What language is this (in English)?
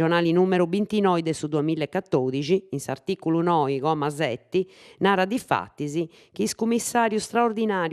Sardinian